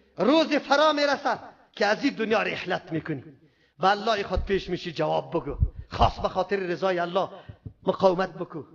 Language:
Persian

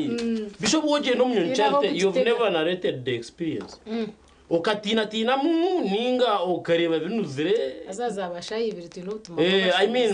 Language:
Nyankole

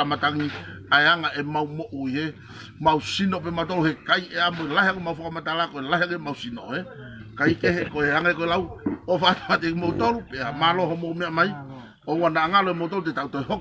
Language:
Tongan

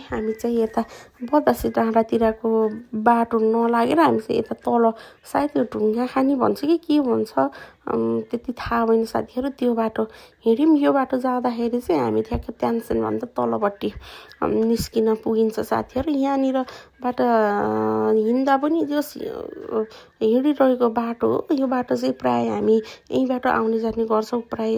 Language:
Nepali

